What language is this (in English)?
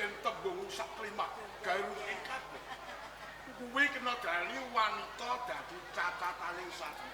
Javanese